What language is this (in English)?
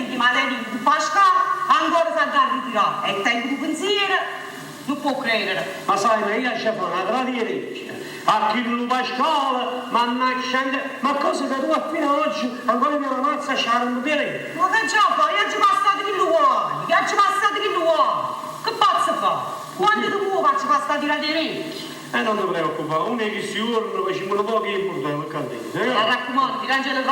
Neapolitan